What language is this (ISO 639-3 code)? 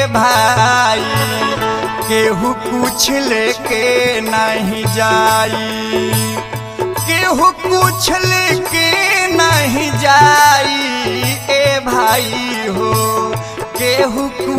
bho